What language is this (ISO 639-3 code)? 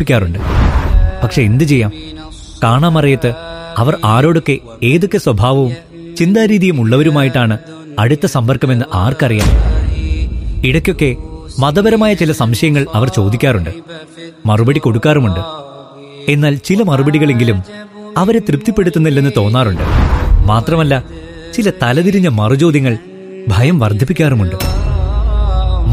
mal